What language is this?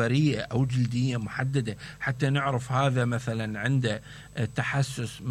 Mesopotamian Arabic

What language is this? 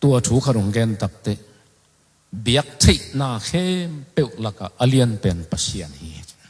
Tedim Chin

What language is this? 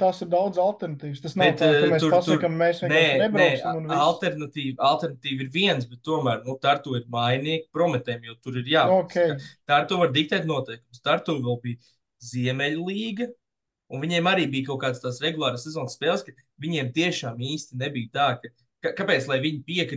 Latvian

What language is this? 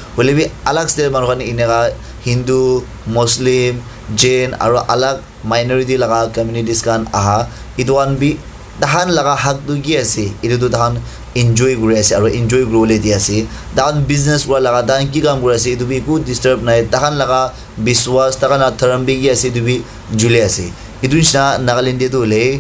Naga Pidgin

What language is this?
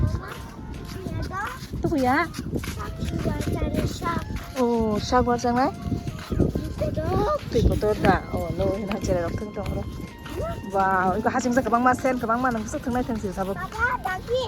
Kok Borok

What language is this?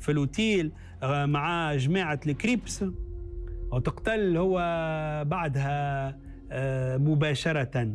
Tunisian Arabic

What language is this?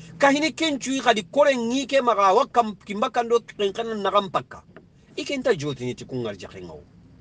Soninke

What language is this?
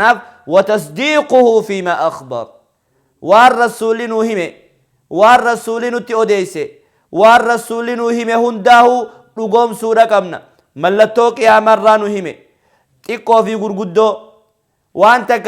Oromo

